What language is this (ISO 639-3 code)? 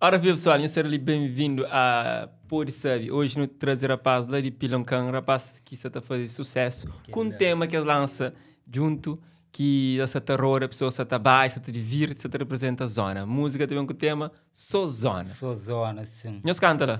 kea